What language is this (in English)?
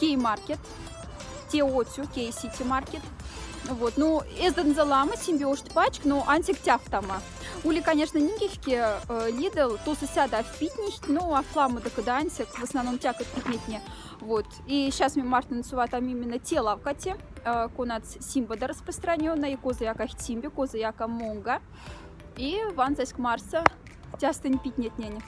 Moksha